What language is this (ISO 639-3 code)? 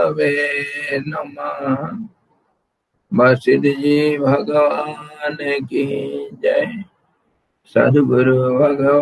hin